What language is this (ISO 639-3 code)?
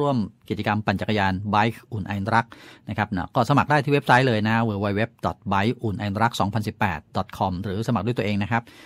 tha